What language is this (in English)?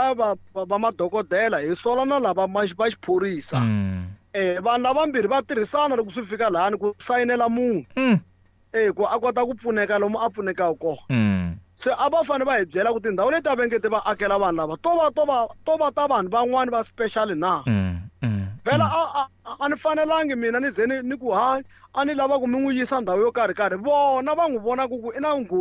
Tsonga